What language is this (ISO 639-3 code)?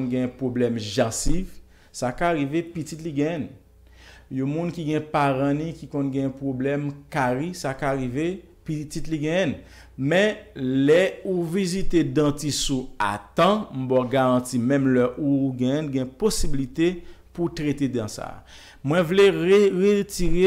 hat